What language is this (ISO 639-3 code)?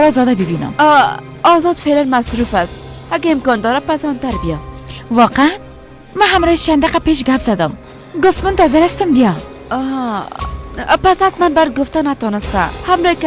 fas